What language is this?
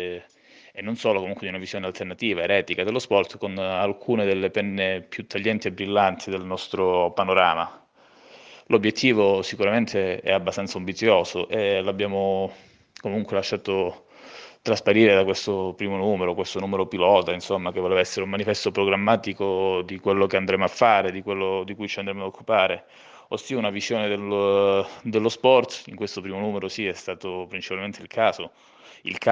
Italian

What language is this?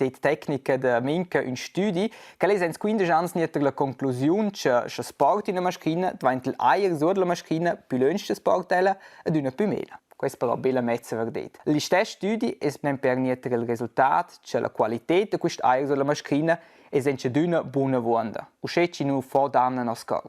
Romansh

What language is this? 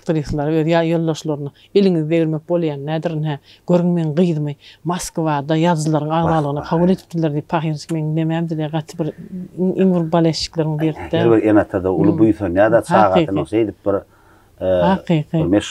Turkmen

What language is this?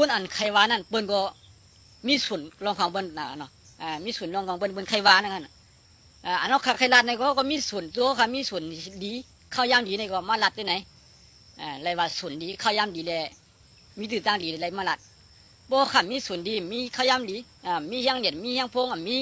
Shan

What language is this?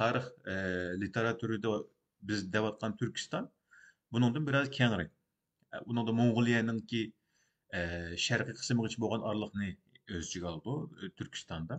Uyghur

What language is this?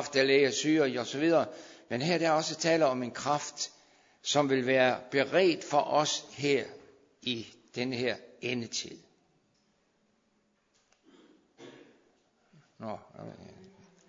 Danish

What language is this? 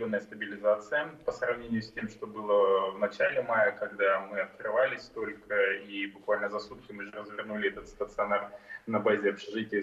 Yakut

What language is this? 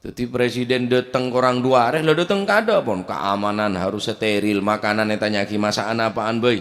Madurese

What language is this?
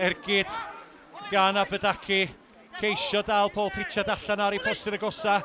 Welsh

